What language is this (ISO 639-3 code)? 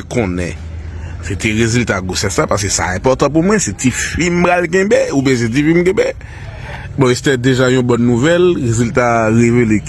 hat